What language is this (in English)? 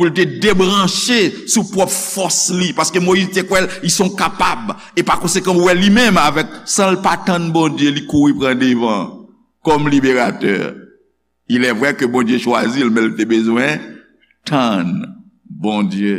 Haitian Creole